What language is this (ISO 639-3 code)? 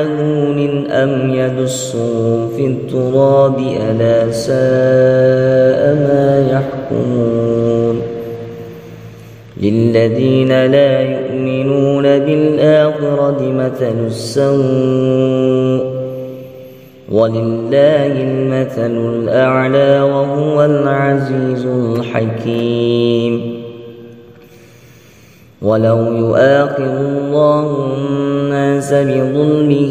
ara